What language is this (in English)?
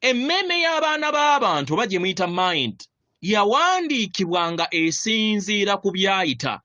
Ganda